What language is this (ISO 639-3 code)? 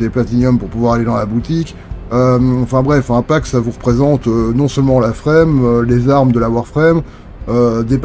fra